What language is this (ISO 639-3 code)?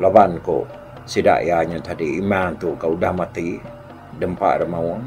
iba